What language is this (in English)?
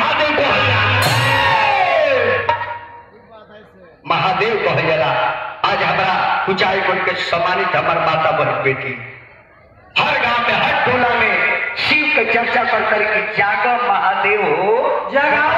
Bhojpuri